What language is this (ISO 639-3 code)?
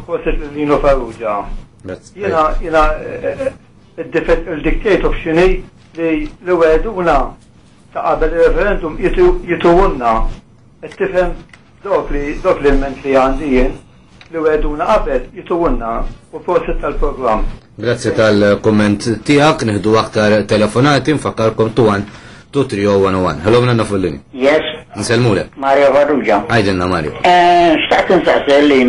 mlt